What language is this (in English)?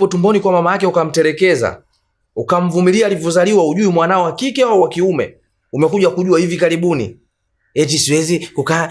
Swahili